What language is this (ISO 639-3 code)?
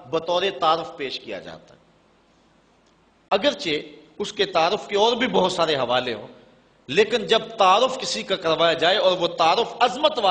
urd